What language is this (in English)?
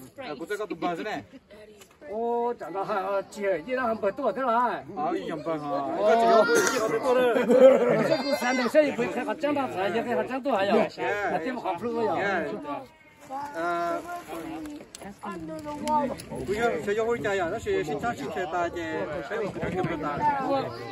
Vietnamese